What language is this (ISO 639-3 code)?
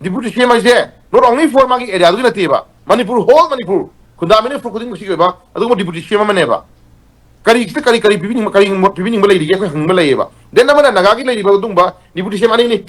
mni